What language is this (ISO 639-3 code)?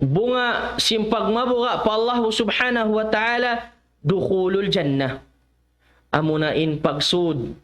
tsg